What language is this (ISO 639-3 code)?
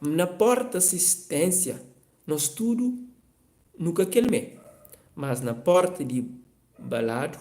kea